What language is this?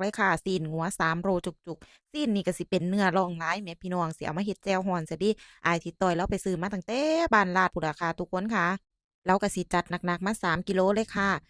Lao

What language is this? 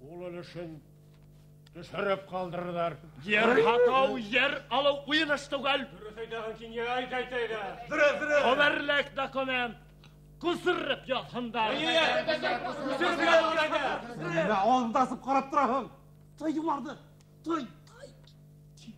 Bashkir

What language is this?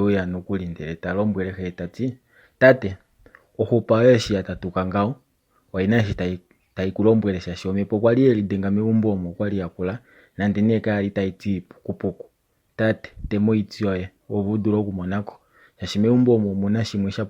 Kuanyama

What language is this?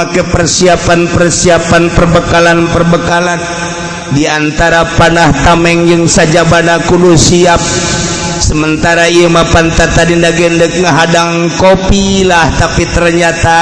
Sundanese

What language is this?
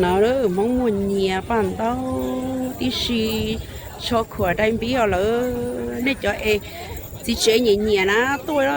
Hmong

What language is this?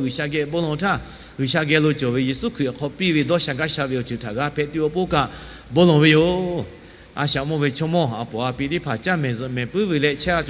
Lahu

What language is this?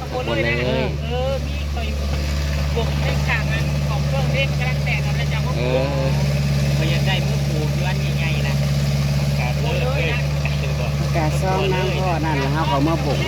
Northeastern Thai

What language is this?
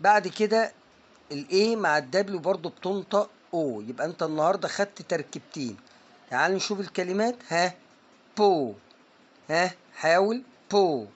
Egyptian Arabic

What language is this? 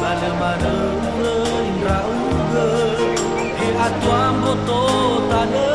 Nias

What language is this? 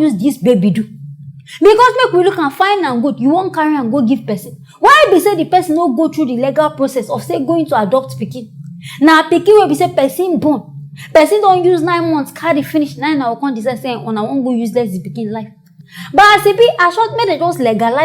Nigerian Pidgin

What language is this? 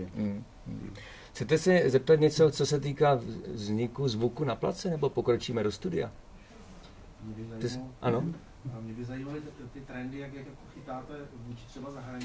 Czech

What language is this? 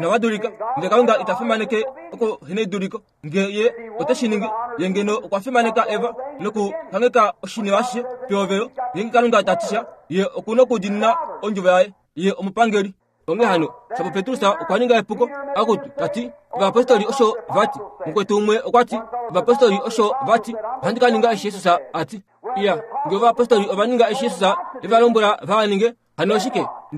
Kuanyama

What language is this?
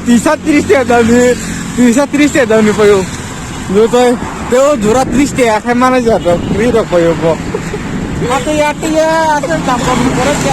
Kok Borok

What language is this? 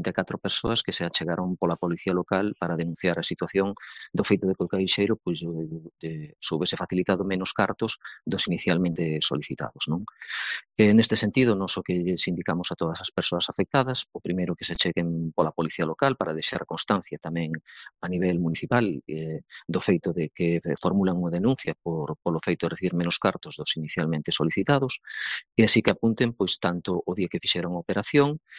Galician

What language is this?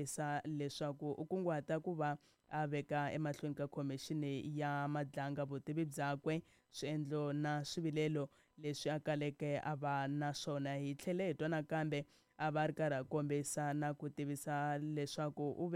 Tsonga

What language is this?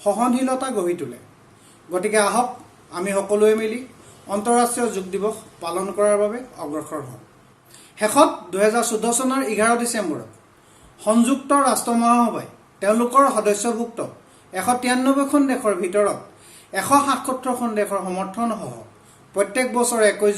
Assamese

